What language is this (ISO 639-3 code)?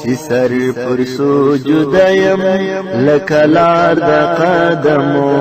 pus